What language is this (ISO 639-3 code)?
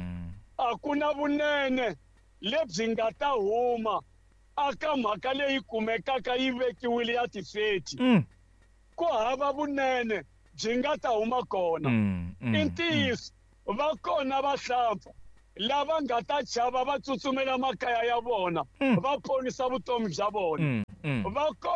tso